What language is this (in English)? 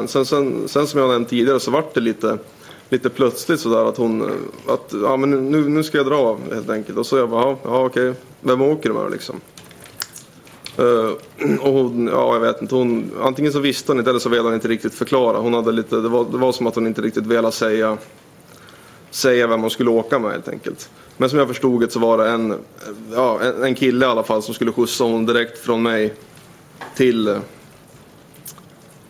Swedish